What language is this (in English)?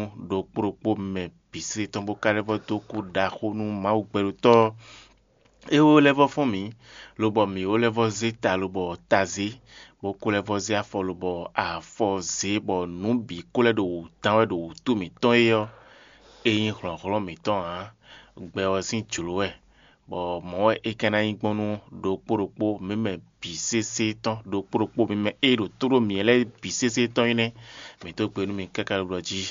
Fon